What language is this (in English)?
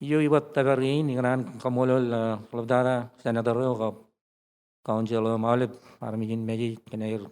Marshallese